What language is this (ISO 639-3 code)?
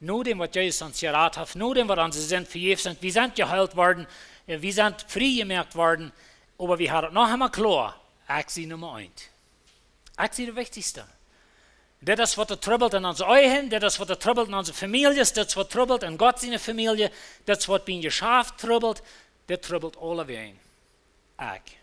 pdt